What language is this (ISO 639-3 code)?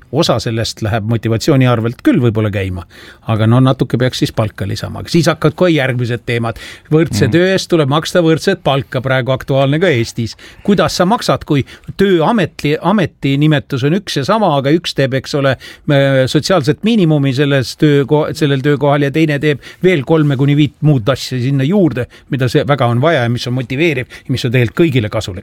est